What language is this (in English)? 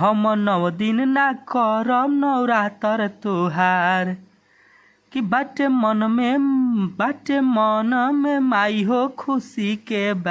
Bhojpuri